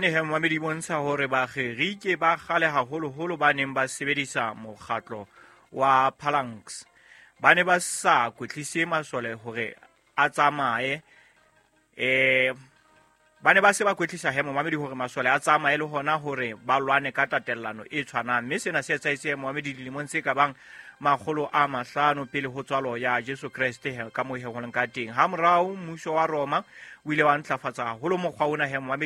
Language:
Southern Sotho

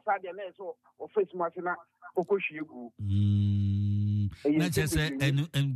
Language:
Akan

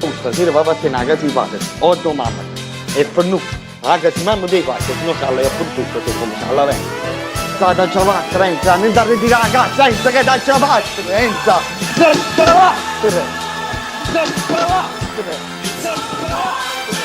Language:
Neapolitan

